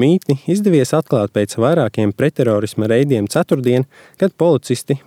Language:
Latvian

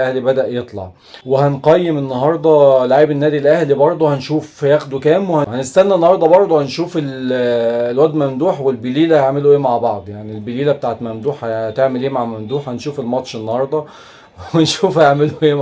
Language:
Egyptian Arabic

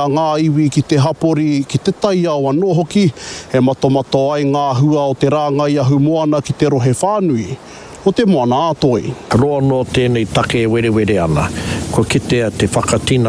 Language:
Māori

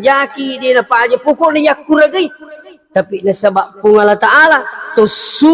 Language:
Buginese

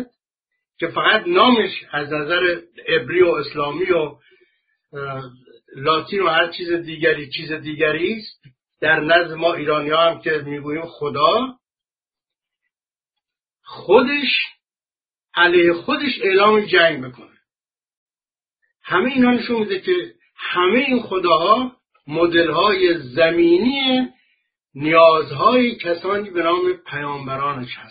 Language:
Persian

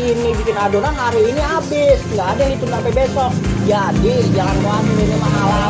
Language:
Betawi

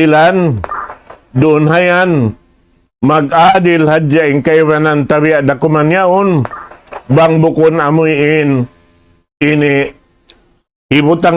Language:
Tausug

